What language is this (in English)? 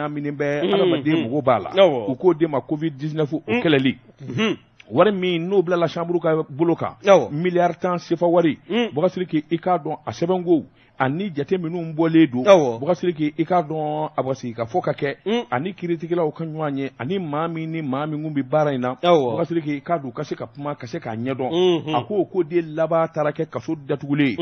Bambara